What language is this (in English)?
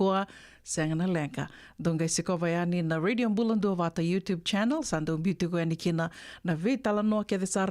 Fijian